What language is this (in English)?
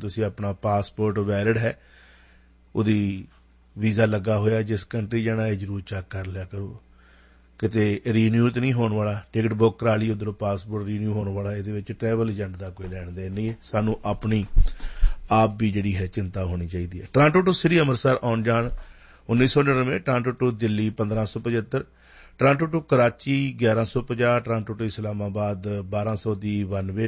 Punjabi